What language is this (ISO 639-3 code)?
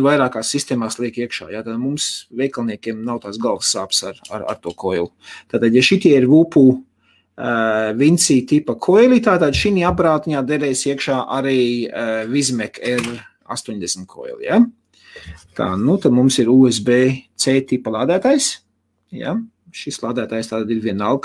lav